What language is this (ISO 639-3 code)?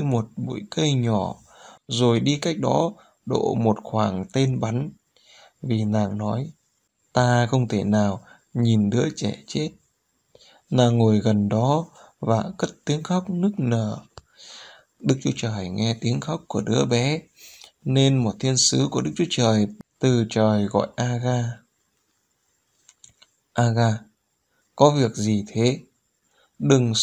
vie